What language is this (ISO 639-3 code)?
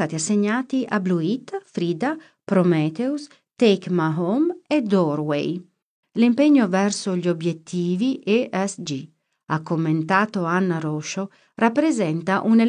ita